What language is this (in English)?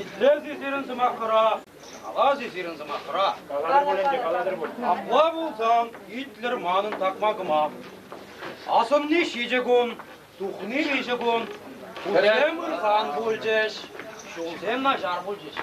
Chuvash